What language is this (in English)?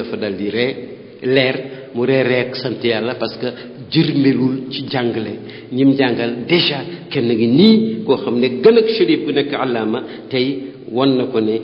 Wolof